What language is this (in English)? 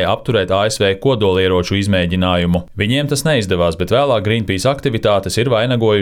Latvian